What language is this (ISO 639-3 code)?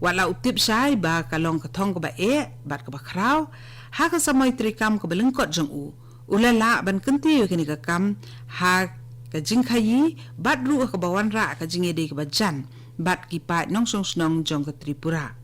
kha